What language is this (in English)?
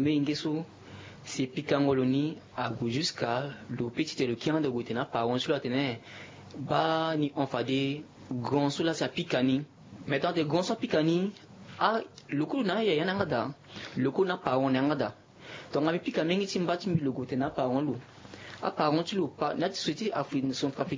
Sango